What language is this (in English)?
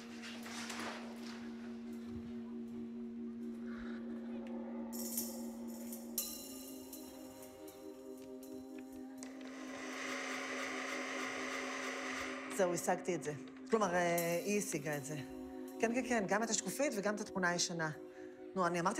Hebrew